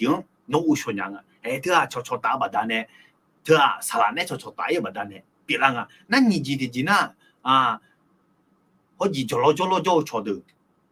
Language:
Akha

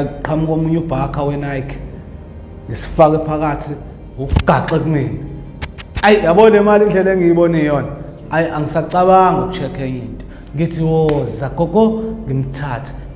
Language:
Zulu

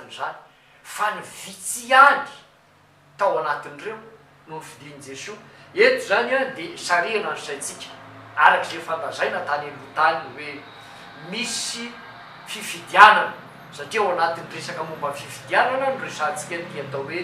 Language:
Malagasy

